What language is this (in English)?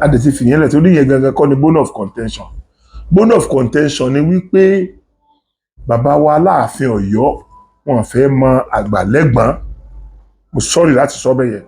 Yoruba